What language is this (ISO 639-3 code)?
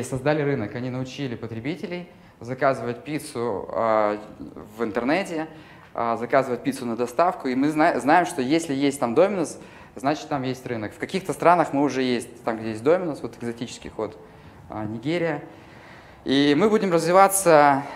rus